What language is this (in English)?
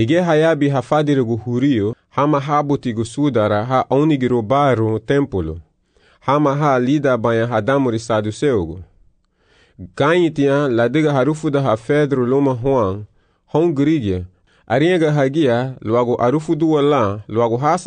Garifuna